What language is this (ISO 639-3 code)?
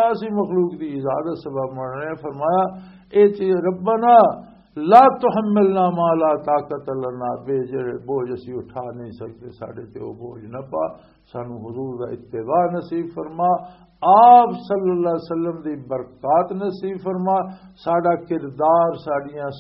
lah